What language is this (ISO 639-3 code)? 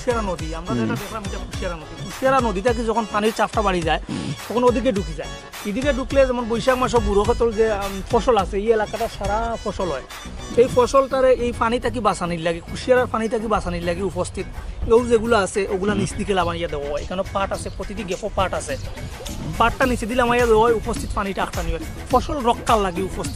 syl